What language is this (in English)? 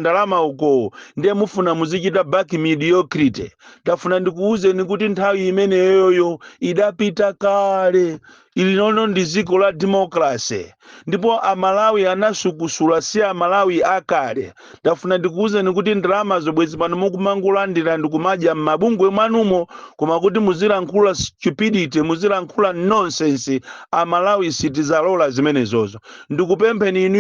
Nyanja